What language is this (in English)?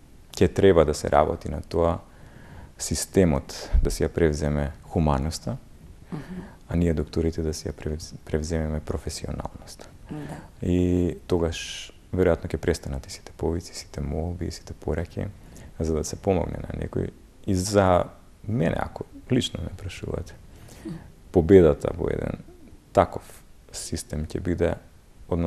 Macedonian